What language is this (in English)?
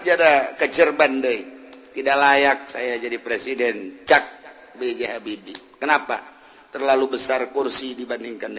Sundanese